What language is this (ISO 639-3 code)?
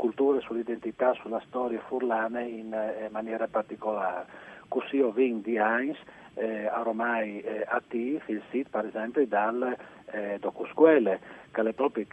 fur